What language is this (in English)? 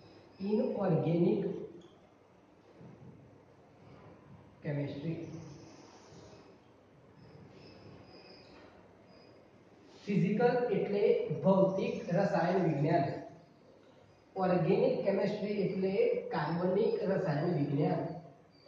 Gujarati